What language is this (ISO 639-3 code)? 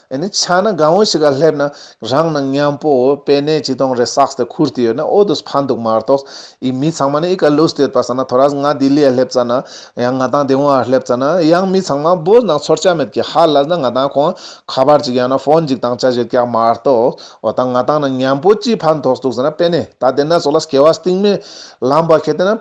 lbj